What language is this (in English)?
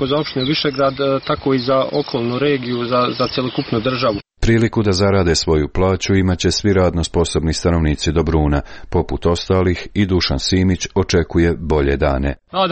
Serbian